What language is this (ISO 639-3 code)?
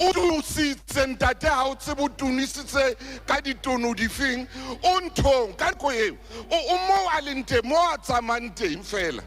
sot